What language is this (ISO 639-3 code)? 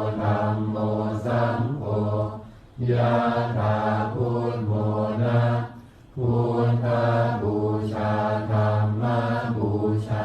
pli